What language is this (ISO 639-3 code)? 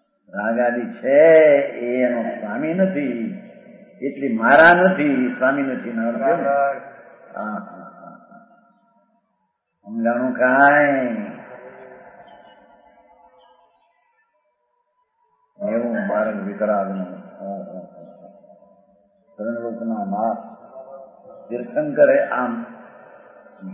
guj